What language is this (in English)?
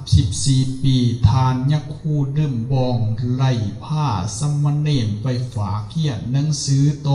Lao